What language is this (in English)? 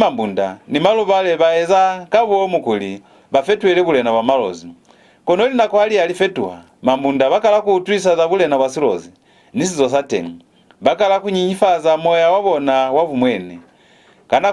Lozi